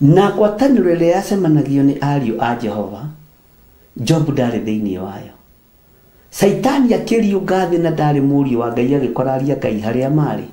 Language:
Kikuyu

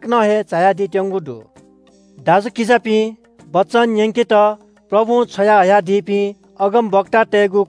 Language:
Newari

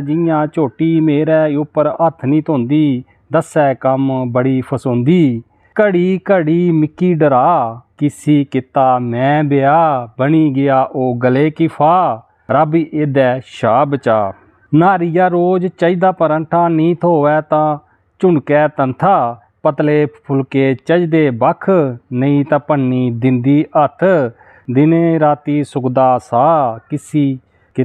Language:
Dogri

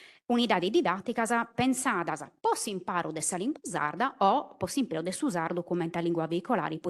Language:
Sardinian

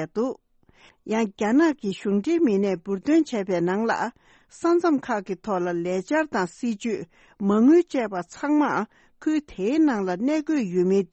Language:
Tibetan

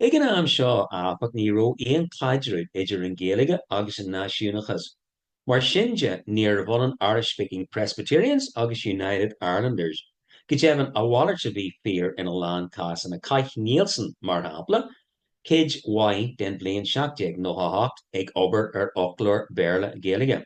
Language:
Irish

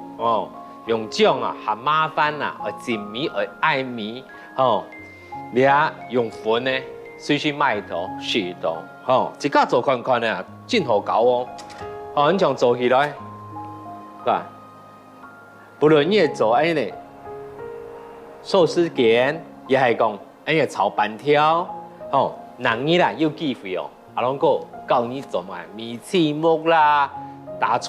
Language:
Hakka Chinese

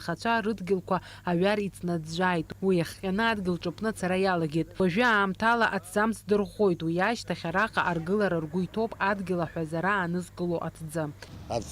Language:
Abkhazian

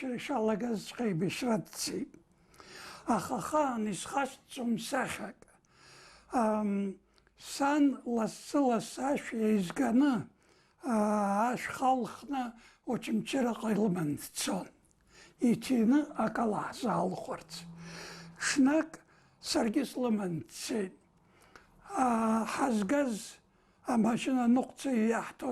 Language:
Abkhazian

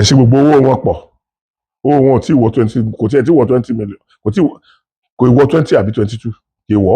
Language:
Yoruba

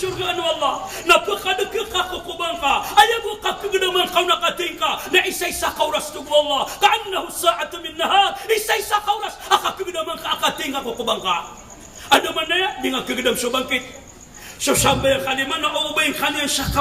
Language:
Maranao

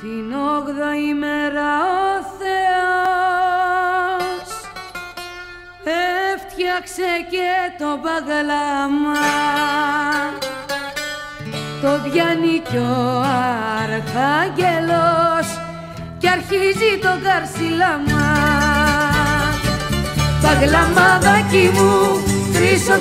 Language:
Greek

